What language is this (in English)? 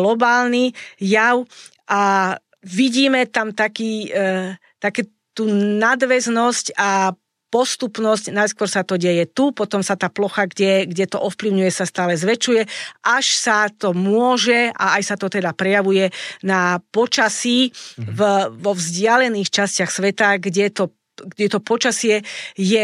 Slovak